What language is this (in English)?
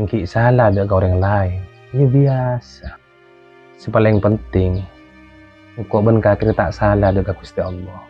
Madurese